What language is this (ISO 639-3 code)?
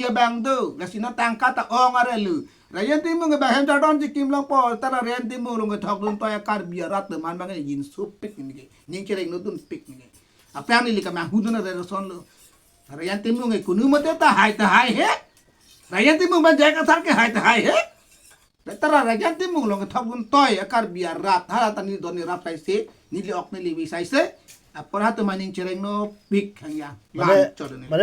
mjw